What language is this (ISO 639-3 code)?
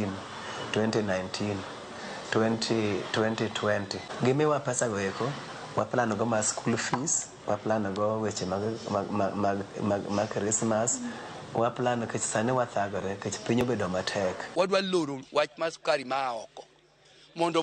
luo